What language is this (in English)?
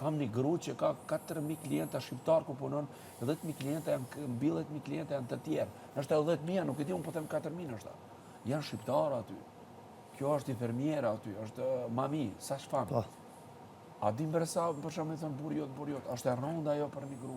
Albanian